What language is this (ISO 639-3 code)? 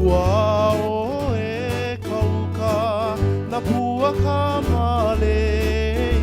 haw